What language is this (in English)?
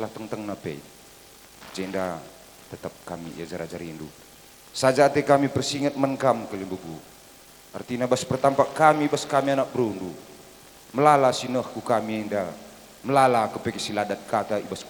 Batak Karo